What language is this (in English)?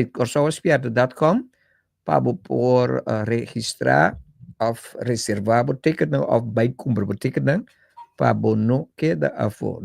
Papiamento